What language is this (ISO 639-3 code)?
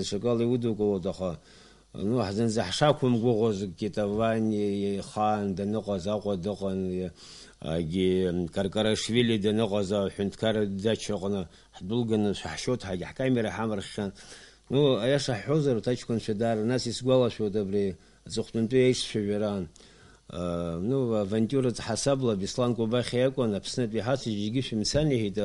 abk